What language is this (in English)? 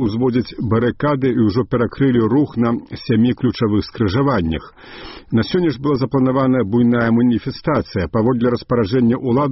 Belarusian